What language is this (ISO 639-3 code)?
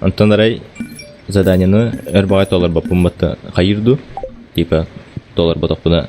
sah